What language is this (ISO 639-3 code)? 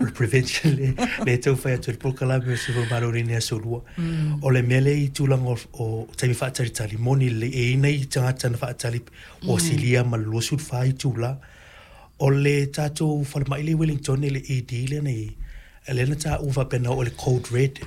smo